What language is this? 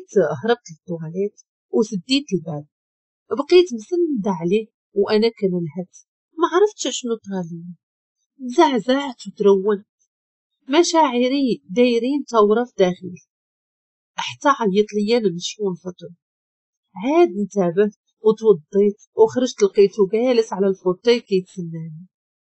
Moroccan Arabic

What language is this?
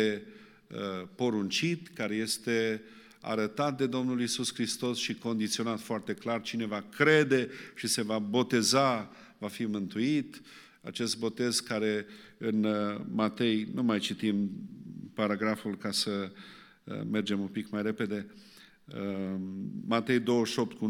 Romanian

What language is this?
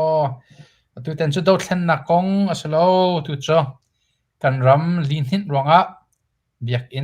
Hakha Chin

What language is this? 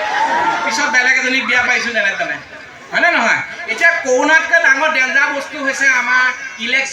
Assamese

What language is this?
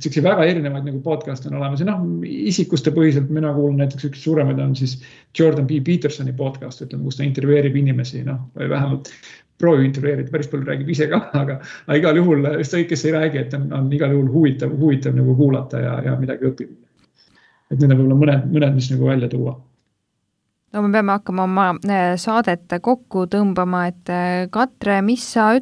Estonian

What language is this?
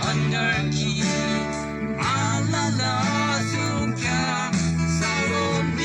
Yimchungru Naga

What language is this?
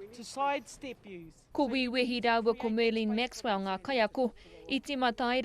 Māori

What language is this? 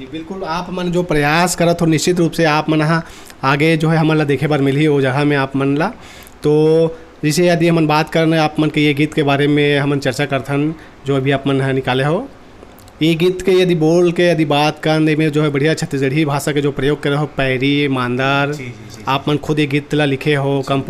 Chhattisgarhi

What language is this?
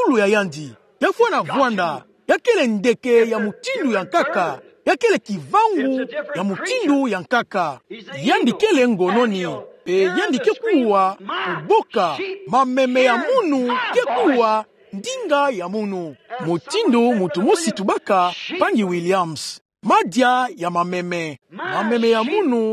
Kituba (Democratic Republic of Congo)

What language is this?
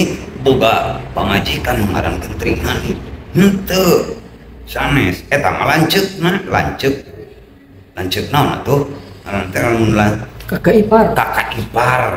Sundanese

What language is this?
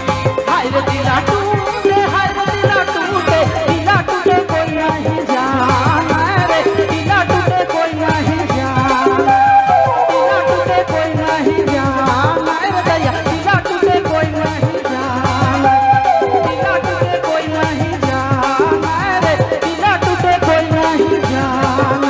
Sadri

